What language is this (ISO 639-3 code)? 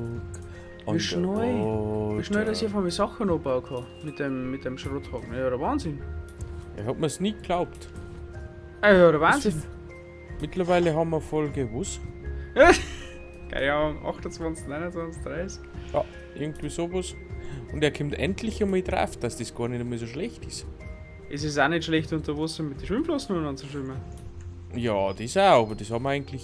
bar